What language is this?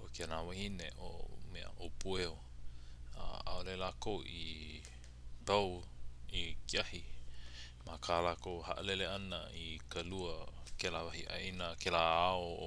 Hawaiian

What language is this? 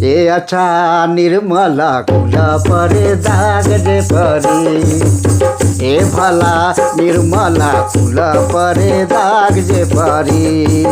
Sadri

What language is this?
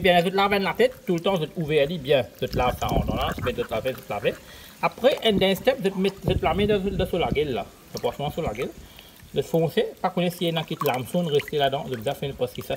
Morisyen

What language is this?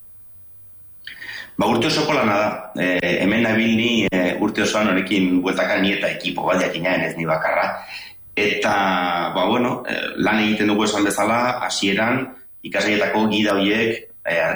Basque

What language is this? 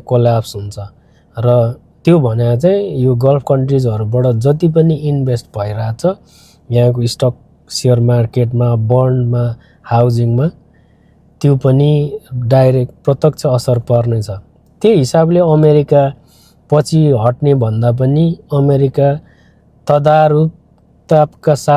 Nepali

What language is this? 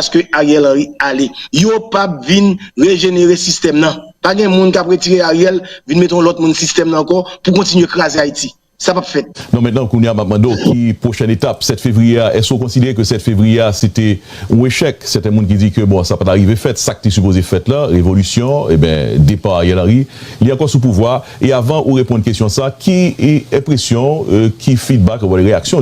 Haitian Creole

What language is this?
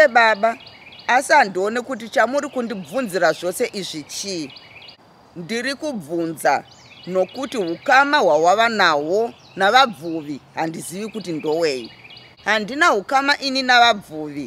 Shona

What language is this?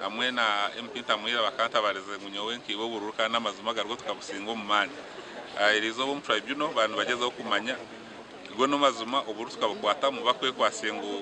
Nyankole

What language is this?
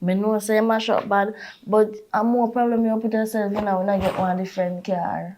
Jamaican Creole English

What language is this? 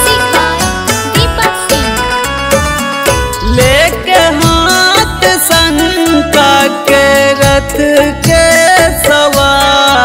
Bhojpuri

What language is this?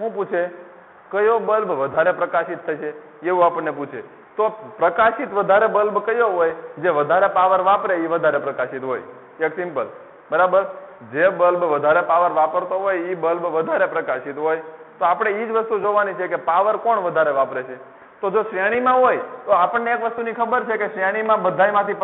Gujarati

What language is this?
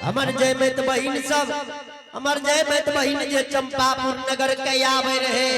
Angika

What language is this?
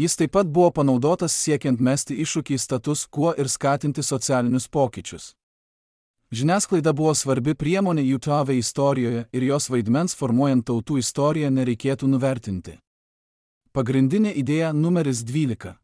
Lithuanian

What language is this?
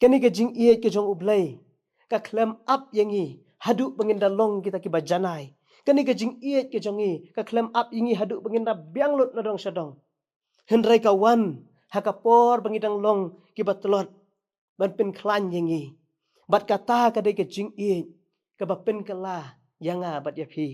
Khasi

